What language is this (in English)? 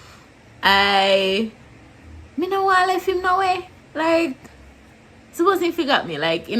Jamaican Creole English